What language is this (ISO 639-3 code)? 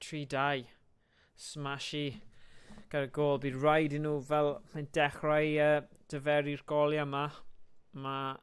cym